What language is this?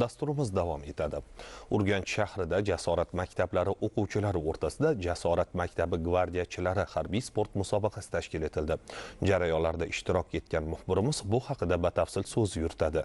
Uzbek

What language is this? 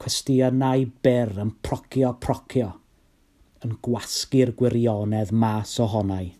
Welsh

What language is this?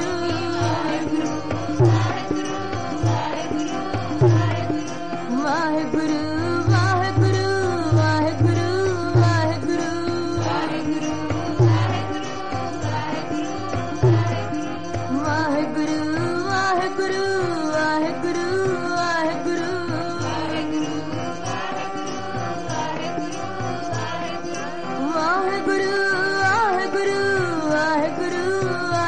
Punjabi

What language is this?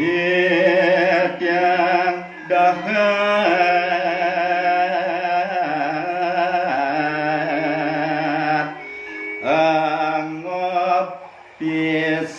Balinese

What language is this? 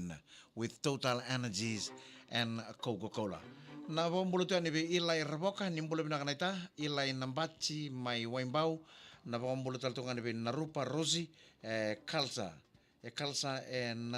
Fijian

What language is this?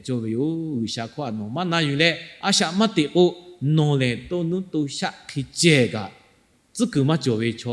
Lahu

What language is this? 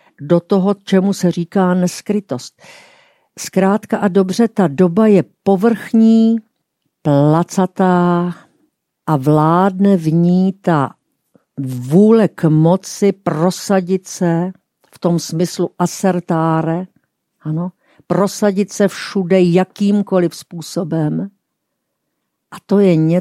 Czech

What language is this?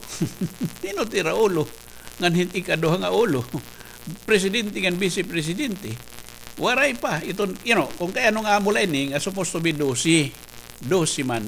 Waray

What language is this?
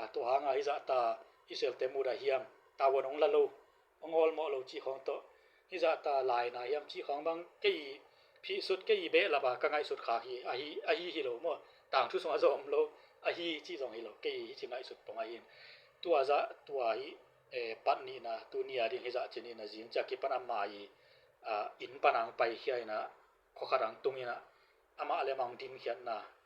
Tedim Chin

